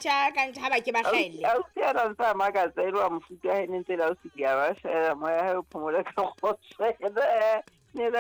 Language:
Southern Sotho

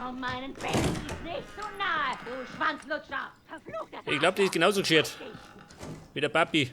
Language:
Bavarian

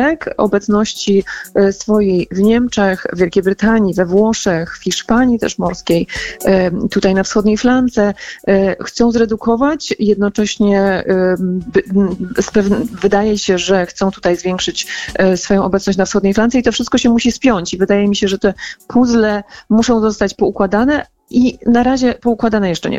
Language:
Polish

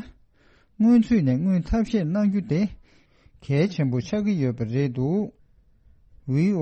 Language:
Tibetan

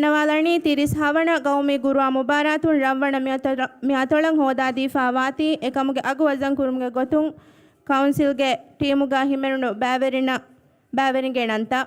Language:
Divehi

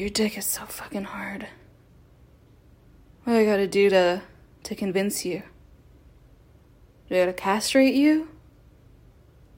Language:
English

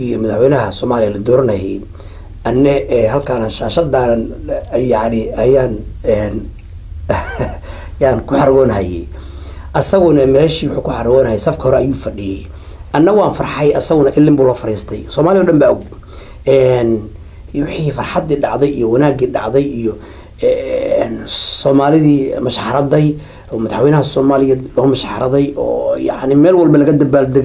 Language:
Somali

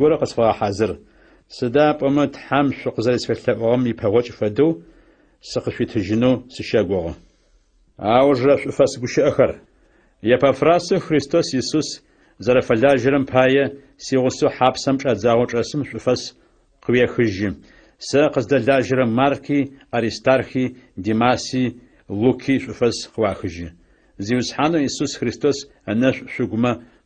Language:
Adyghe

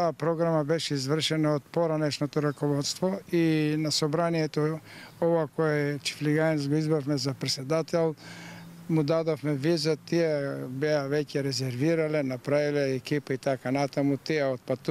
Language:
Macedonian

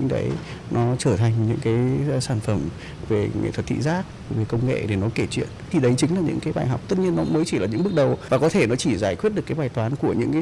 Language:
Vietnamese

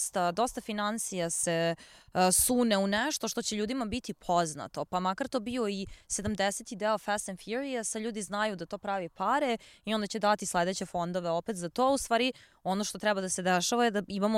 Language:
Serbian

